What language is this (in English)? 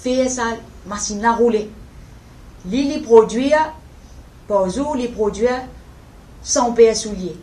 Morisyen